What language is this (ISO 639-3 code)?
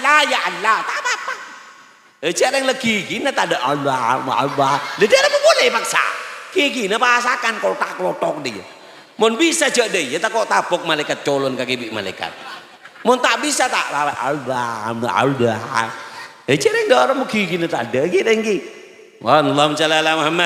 mad